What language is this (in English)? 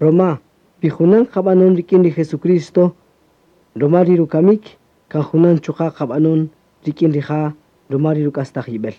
Kaqchikel